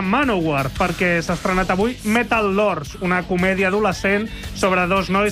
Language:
Catalan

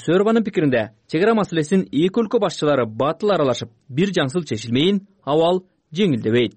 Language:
Kyrgyz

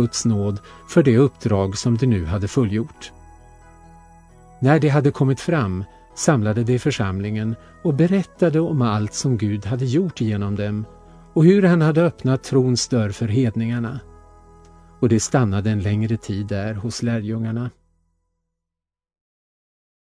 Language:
Swedish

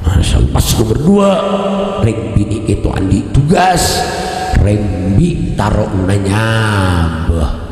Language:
Madurese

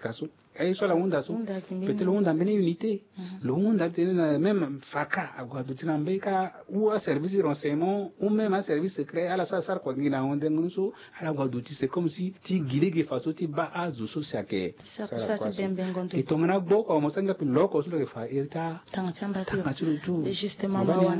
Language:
Sango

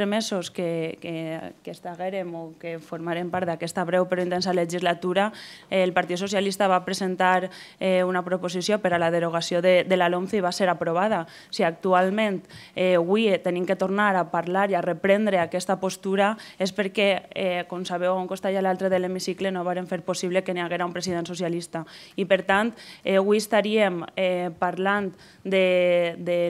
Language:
Catalan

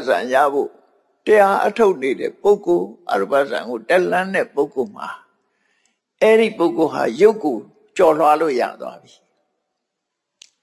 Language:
Burmese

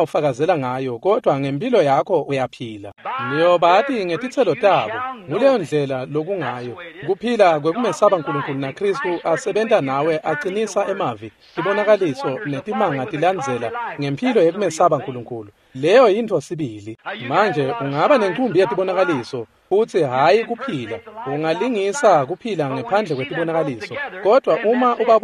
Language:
Swati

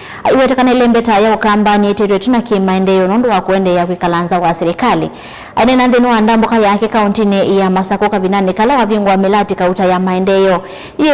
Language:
Kamba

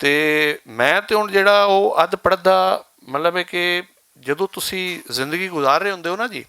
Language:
Western Panjabi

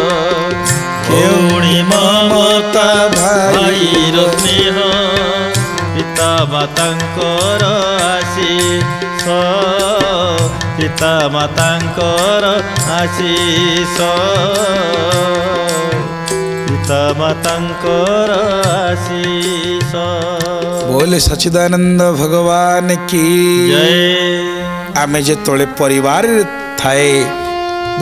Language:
Odia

